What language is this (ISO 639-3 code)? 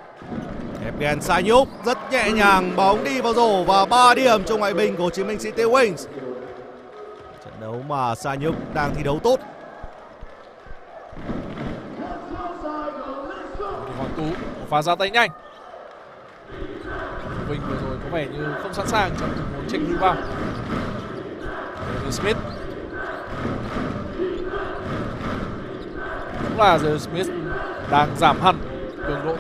vie